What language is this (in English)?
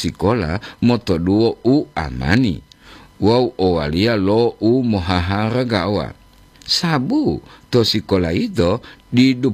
Gorontalo